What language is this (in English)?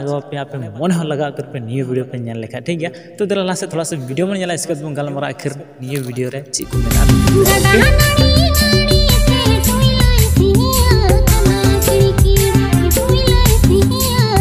Santali